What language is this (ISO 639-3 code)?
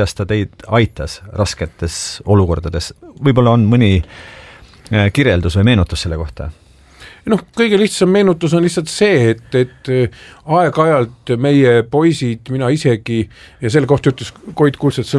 est